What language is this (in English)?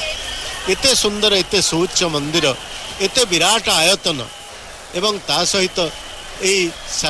Odia